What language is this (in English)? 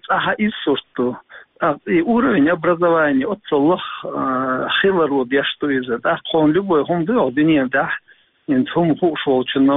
Chechen